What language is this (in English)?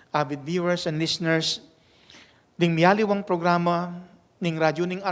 Pampanga